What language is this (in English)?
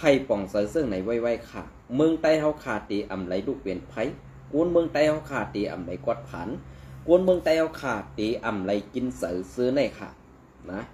Shan